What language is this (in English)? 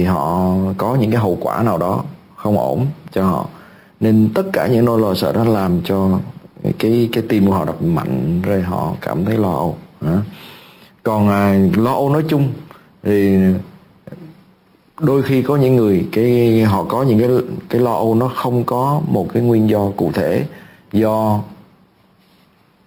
Vietnamese